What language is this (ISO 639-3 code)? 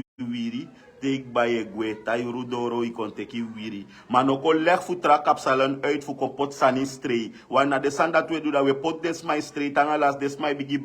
srn